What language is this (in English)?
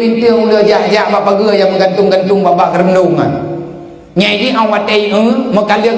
Achinese